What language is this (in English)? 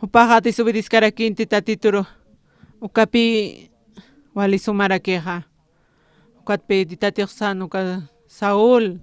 Aymara